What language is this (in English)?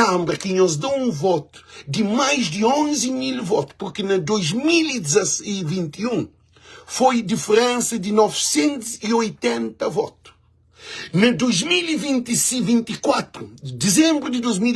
Kabuverdianu